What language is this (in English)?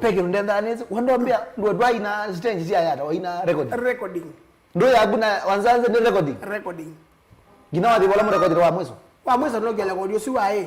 Kamba